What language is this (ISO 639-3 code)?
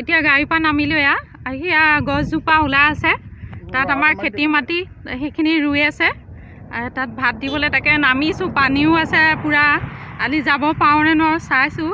asm